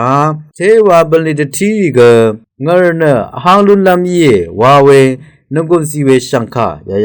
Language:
Rawang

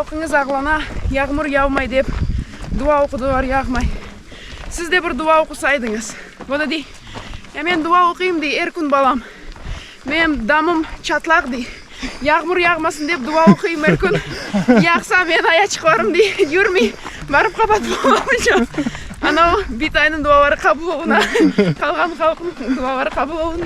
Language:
Crimean Tatar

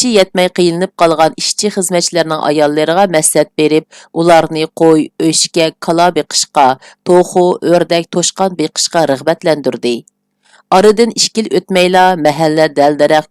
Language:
Uyghur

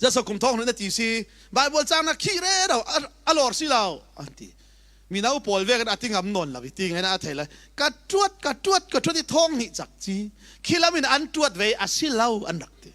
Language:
Falam Chin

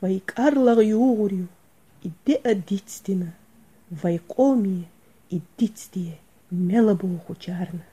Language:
Chechen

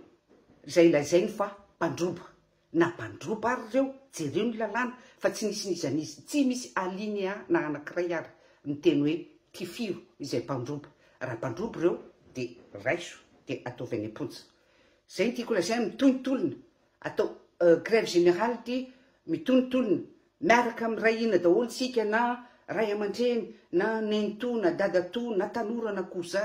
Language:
Malagasy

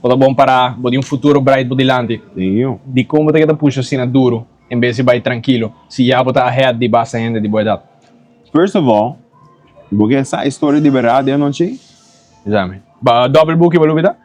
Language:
Papiamento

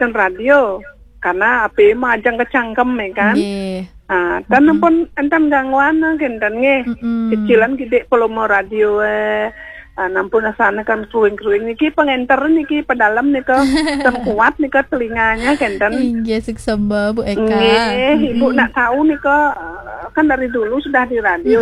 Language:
Balinese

